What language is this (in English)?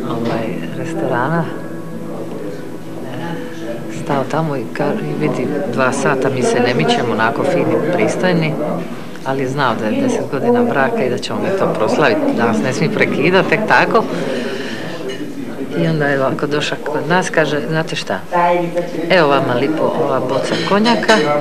Croatian